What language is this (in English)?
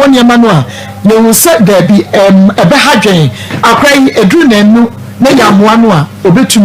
Akan